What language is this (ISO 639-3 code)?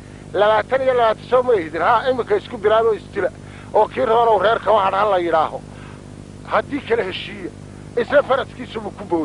som